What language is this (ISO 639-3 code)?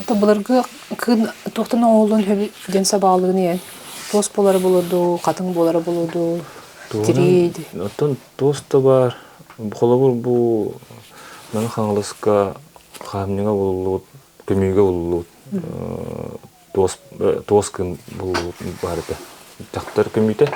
sah